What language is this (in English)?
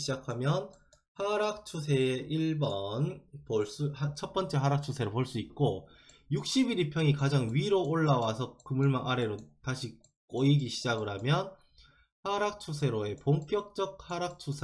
Korean